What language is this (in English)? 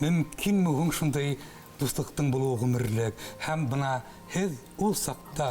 Bashkir